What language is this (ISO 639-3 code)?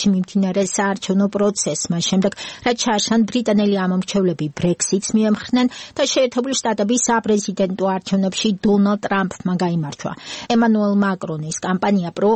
kat